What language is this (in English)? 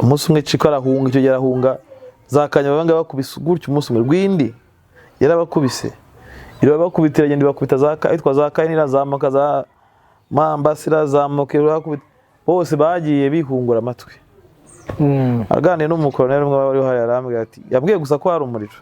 Kinyarwanda